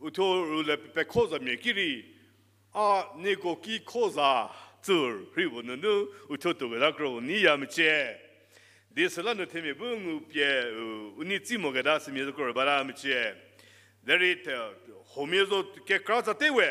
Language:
Angami Naga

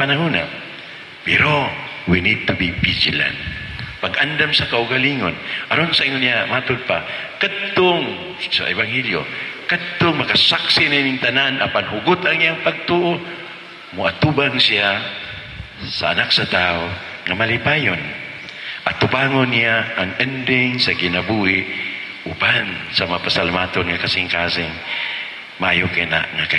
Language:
Cebuano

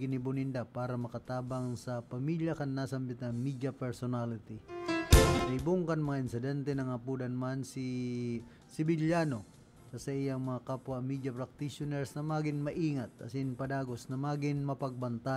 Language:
Bikol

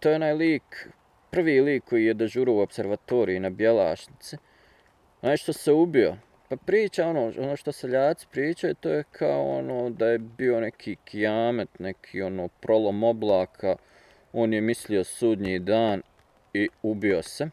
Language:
Bosnian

